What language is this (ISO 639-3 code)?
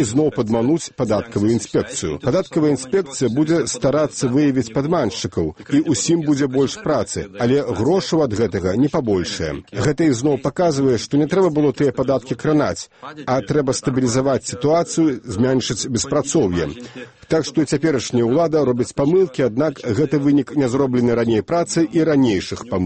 bel